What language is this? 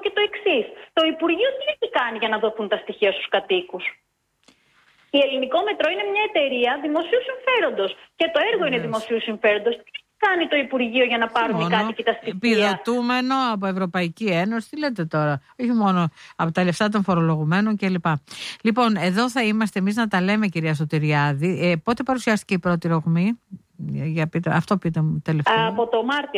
Greek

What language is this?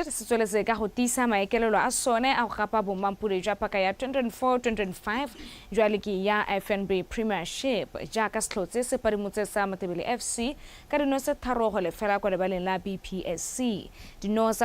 Tswana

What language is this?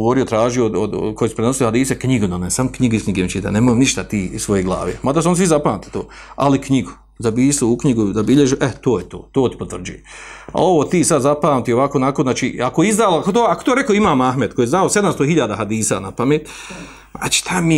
Bosnian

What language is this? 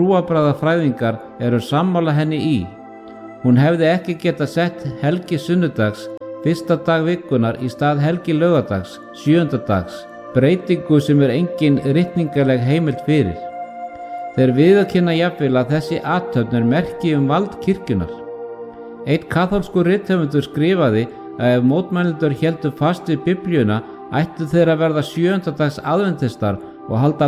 Icelandic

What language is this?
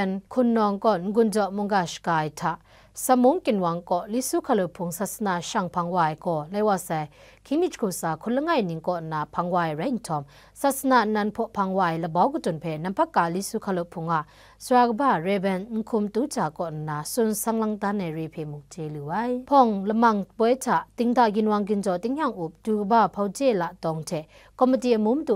Kachin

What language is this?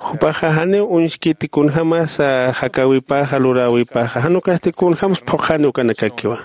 Aymara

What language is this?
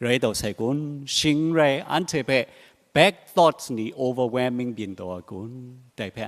Kachin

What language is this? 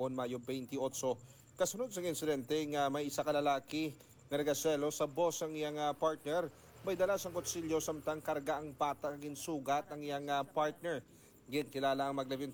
Hiligaynon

